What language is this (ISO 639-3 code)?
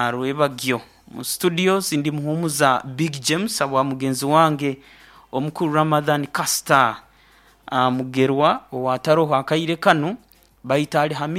nyo